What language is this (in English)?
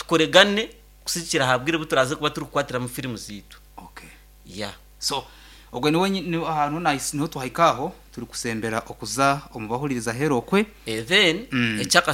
Nyankole